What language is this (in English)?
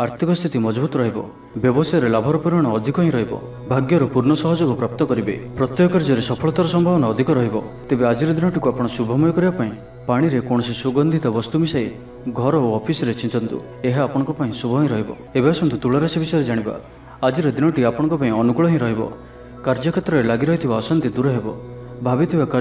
Odia